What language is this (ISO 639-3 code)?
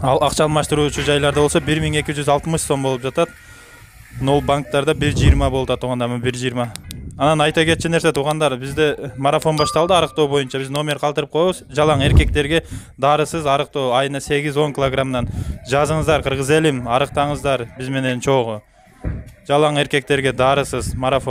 kir